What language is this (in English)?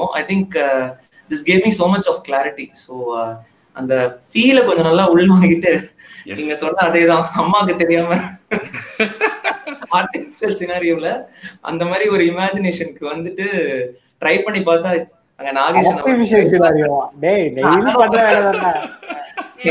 Tamil